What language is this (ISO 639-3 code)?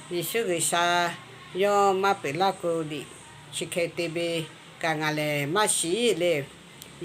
lhu